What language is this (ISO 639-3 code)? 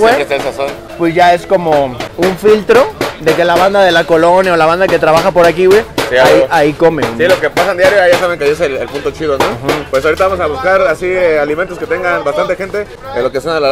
spa